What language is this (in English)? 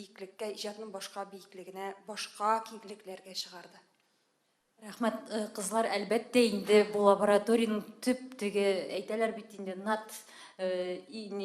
Tatar